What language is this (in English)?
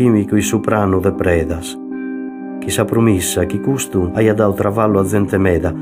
Sardinian